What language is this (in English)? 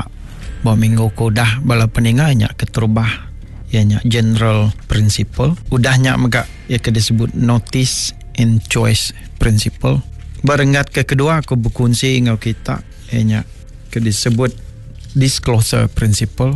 Iban